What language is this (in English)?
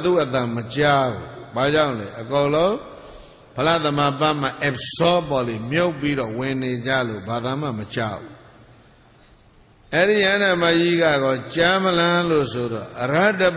Burmese